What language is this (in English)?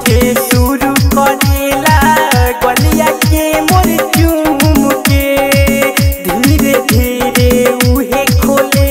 Bhojpuri